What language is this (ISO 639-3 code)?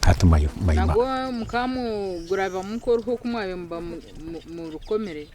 nyn